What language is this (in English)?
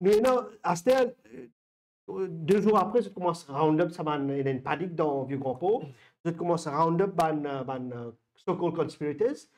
Morisyen